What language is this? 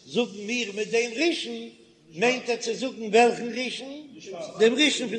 Yiddish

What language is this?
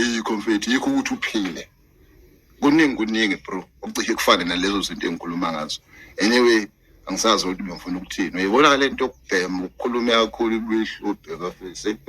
Zulu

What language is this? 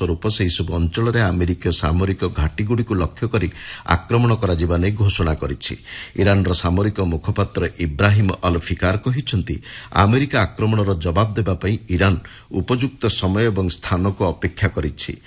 Odia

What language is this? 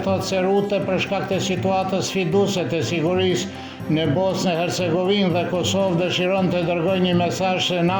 Albanian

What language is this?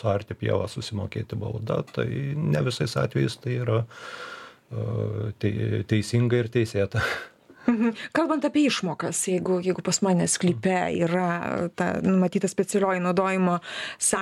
Lithuanian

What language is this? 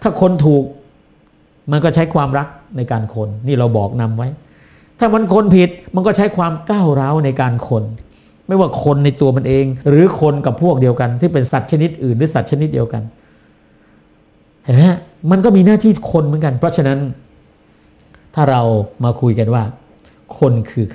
Thai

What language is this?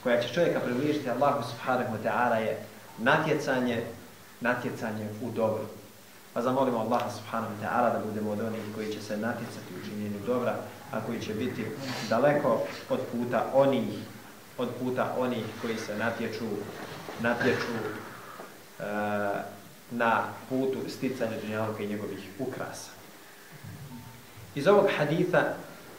Bosnian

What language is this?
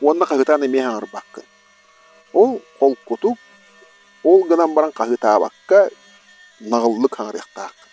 Yakut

